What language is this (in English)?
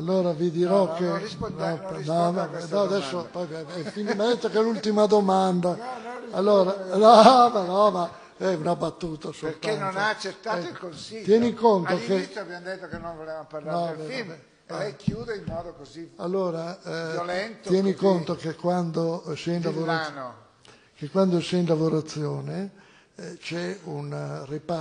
Italian